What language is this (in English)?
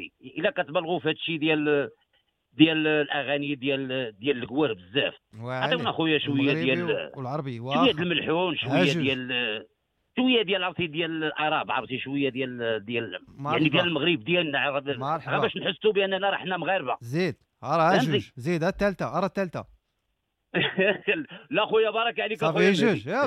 Moroccan Arabic